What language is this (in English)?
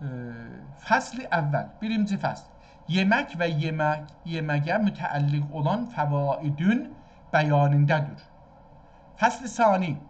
South Azerbaijani